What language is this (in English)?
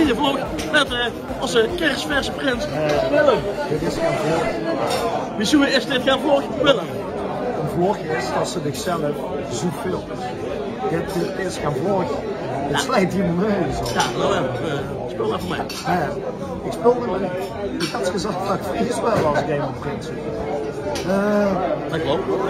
Limburgish